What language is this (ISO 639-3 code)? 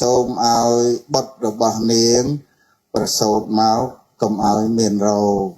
khm